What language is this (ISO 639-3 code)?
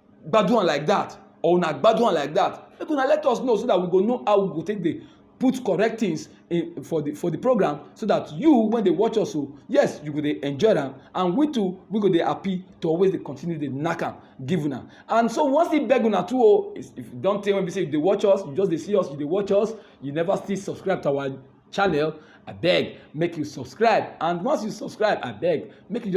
pcm